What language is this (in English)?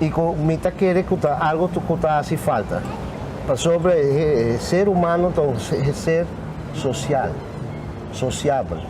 Papiamento